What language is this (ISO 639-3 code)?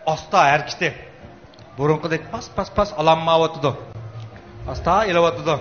uig